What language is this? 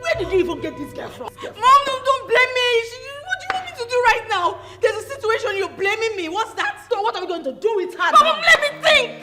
Nigerian Pidgin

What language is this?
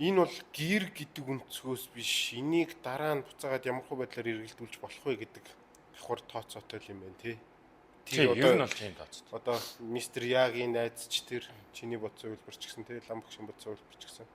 Mongolian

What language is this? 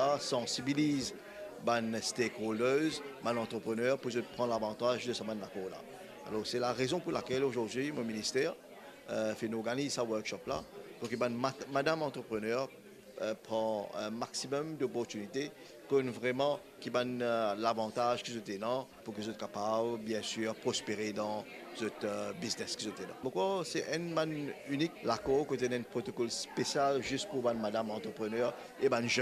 Morisyen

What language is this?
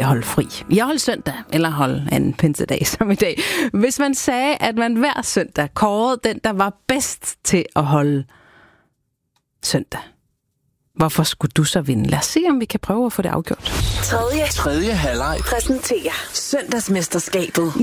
Danish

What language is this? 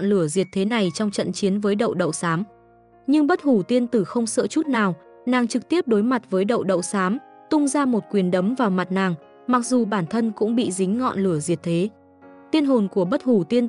Vietnamese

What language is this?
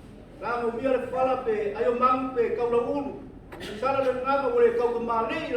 Samoan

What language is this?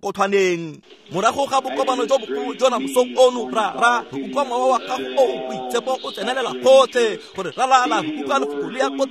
Tswana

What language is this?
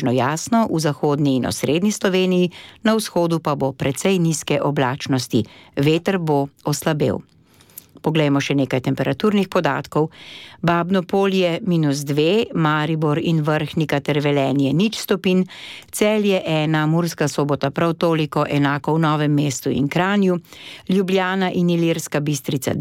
Slovenian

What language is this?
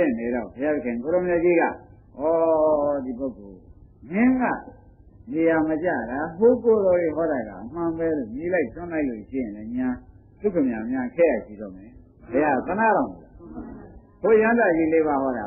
Burmese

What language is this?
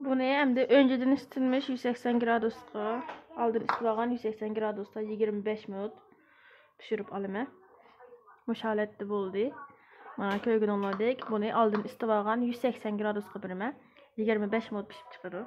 Uyghur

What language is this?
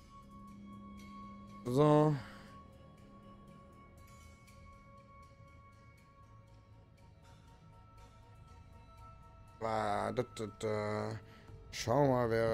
German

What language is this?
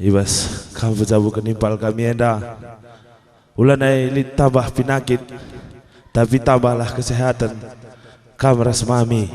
Batak Karo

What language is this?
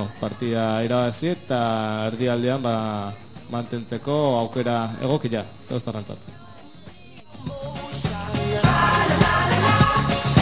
Basque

